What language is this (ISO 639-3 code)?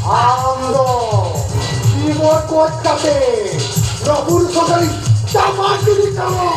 sat